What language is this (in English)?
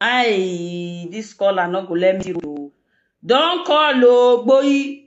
Nigerian Pidgin